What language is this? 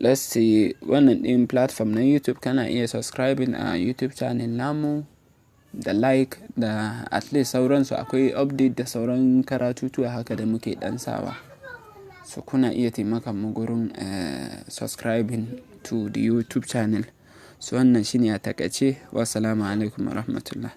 Hausa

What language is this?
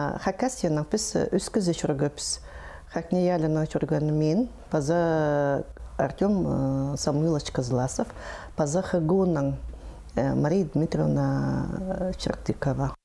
Khakas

